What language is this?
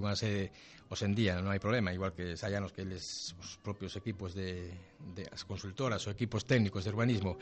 Galician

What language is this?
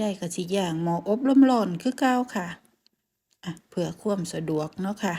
Northeastern Thai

